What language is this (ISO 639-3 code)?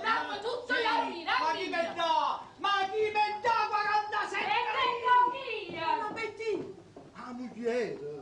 nap